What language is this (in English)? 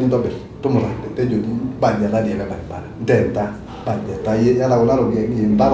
Masai